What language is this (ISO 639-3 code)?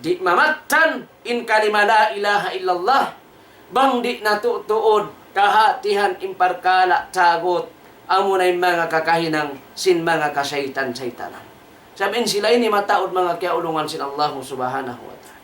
tsg